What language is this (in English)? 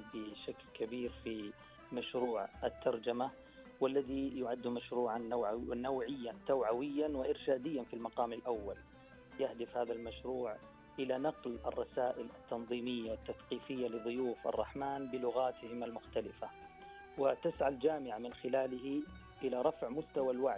Arabic